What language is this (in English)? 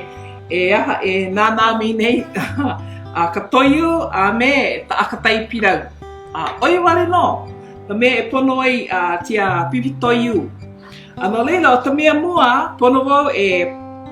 Hawaiian